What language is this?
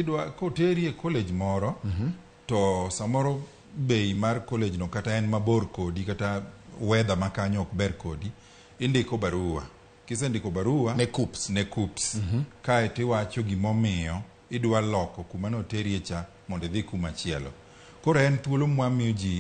Luo (Kenya and Tanzania)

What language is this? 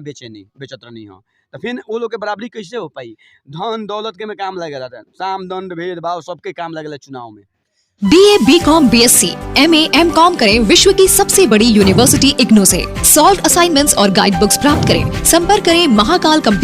Bhojpuri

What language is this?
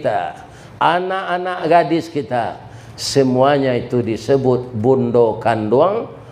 Minangkabau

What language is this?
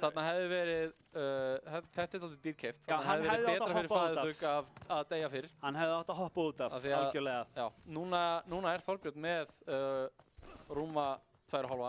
Icelandic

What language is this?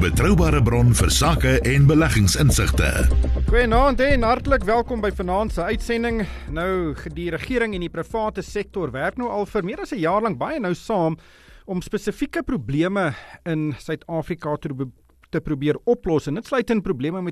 Afrikaans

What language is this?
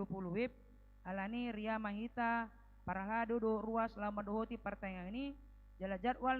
Batak Toba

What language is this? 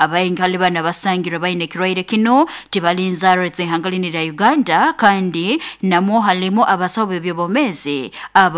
Nyankole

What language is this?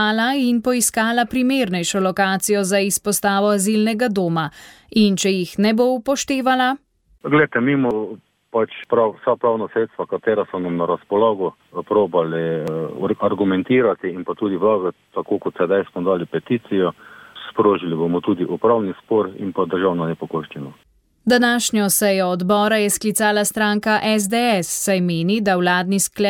Slovenian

